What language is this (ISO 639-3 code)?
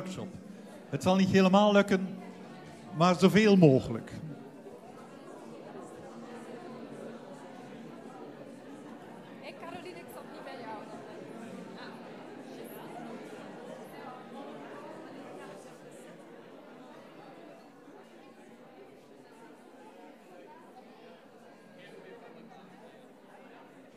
nld